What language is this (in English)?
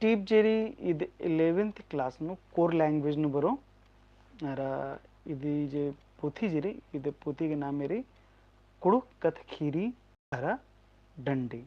Kurukh